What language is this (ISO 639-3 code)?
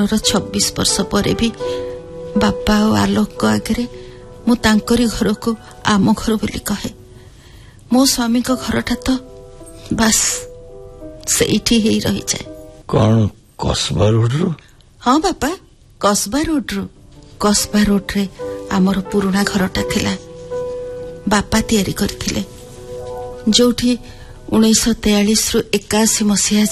ori